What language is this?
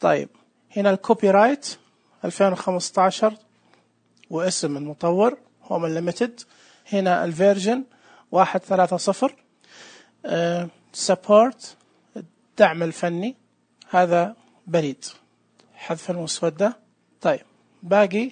Najdi Arabic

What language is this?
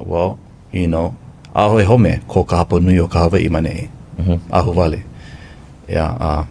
Hawaiian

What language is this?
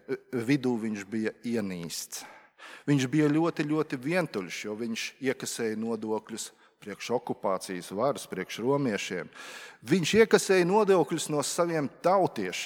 Latvian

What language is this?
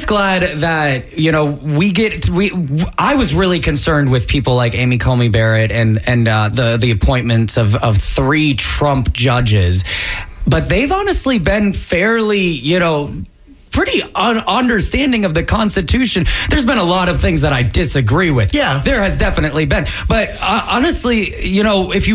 English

